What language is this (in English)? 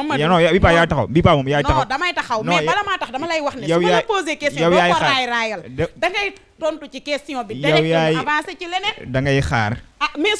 Wolof